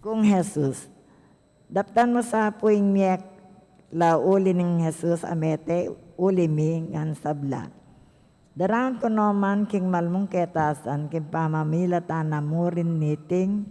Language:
Pampanga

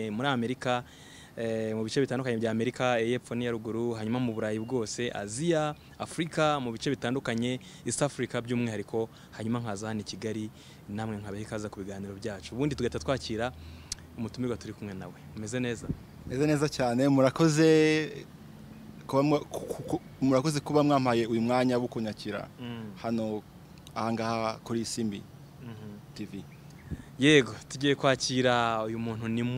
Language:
Kinyarwanda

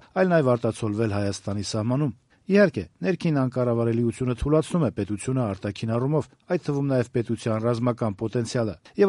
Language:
Armenian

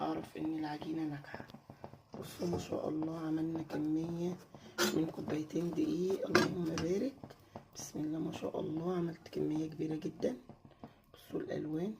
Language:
Egyptian Arabic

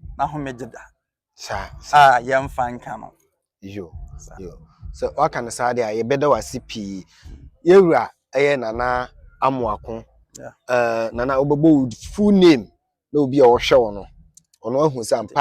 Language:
Akan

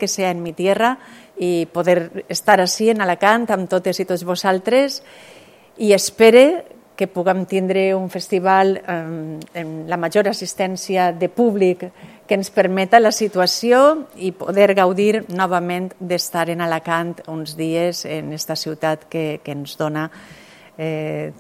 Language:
Catalan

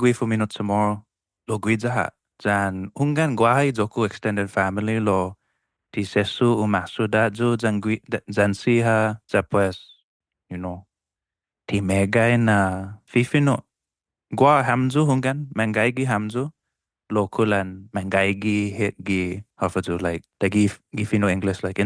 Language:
Chamorro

